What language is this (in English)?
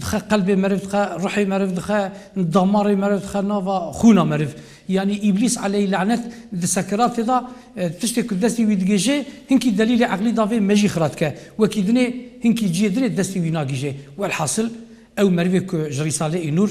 Kurdish